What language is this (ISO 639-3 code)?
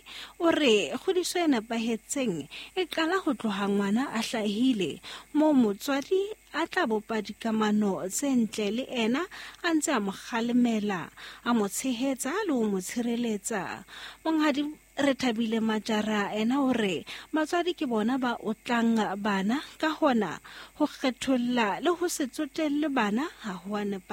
sot